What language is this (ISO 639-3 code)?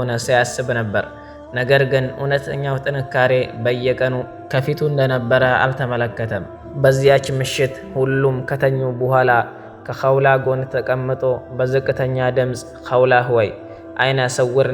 amh